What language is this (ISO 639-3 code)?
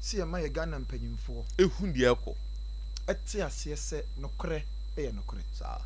aka